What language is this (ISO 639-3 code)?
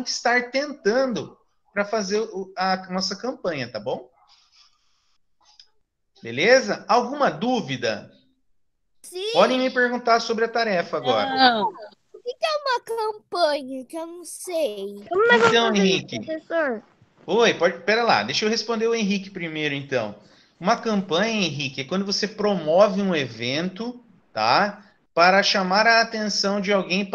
por